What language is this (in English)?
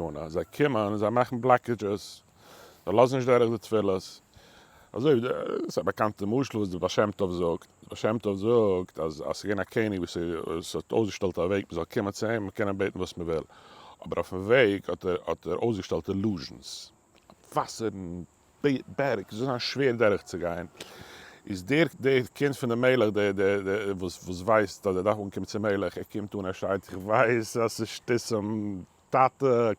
Yiddish